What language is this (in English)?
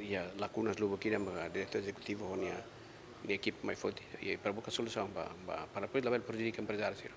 Tetum